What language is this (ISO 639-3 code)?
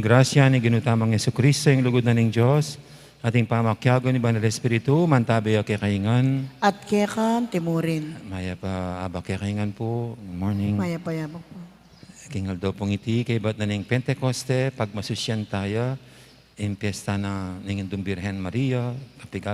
pam